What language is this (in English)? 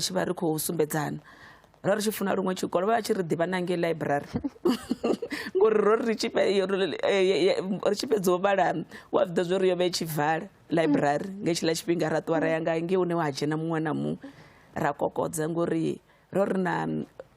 Venda